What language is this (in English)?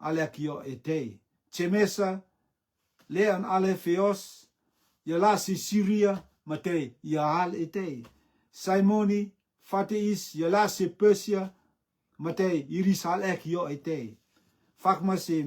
Rotuman